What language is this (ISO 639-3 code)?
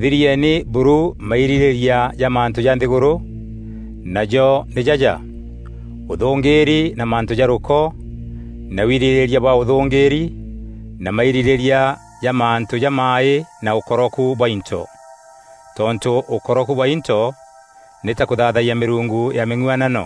mer